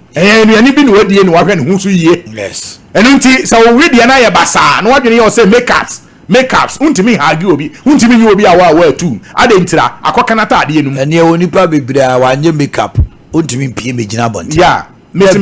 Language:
Akan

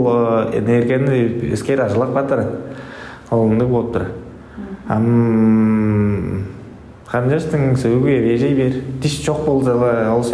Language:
Tuvinian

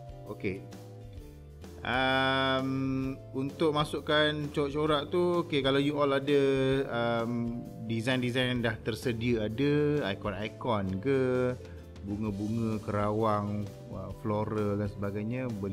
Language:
Malay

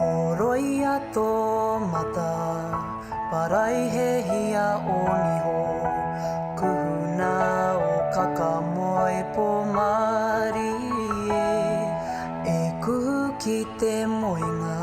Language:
Māori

